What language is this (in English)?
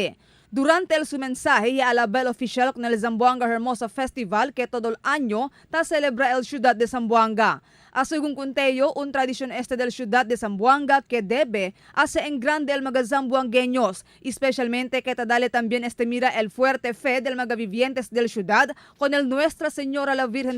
Chavacano